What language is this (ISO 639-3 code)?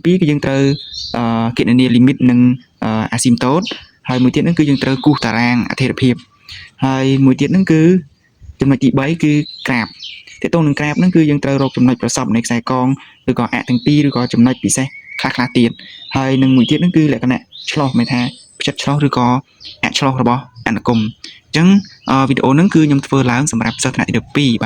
khm